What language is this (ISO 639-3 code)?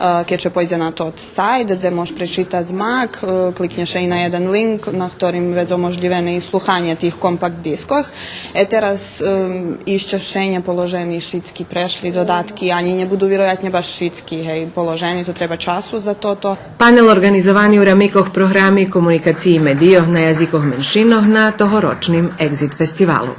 rue